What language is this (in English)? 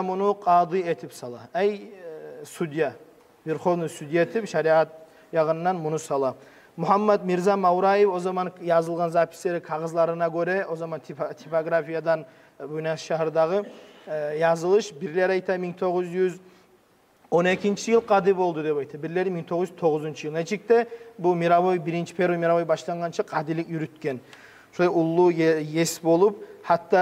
Kumyk